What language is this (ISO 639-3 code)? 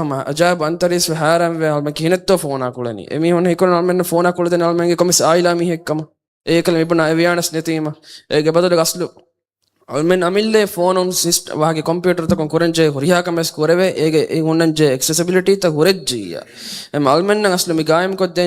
div